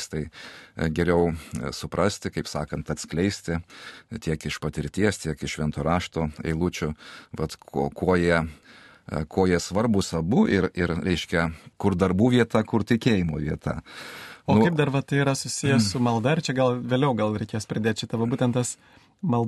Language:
Lithuanian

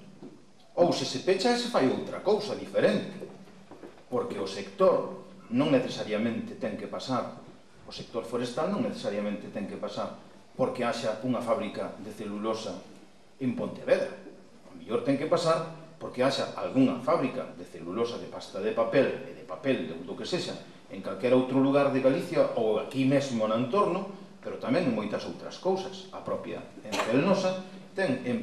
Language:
Galician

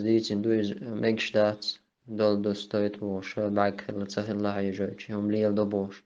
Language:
Chechen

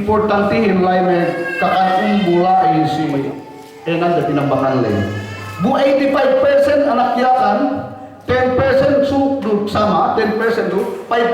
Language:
Yakan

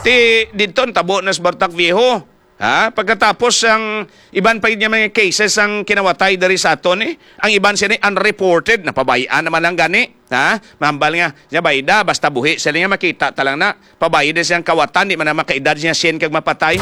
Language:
Hiligaynon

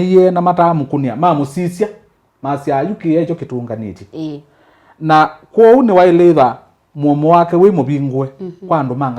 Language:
Kamba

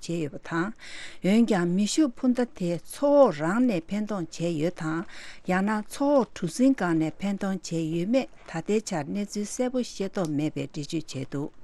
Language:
Tibetan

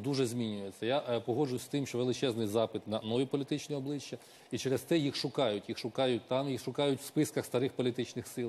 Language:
Ukrainian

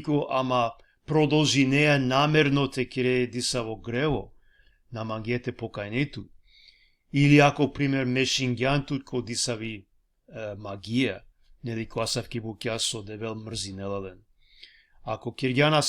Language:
Balkan Romani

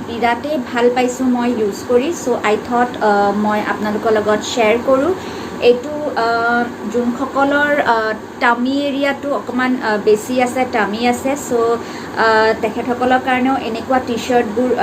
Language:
Assamese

